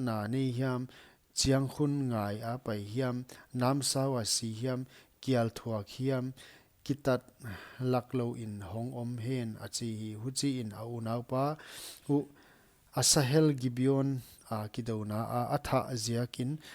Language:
Paite Chin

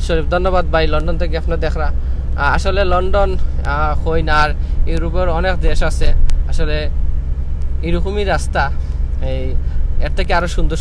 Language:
Sylheti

